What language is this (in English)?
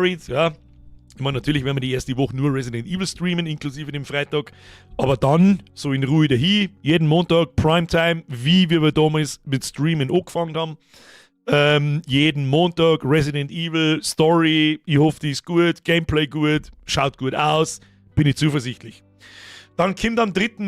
Bavarian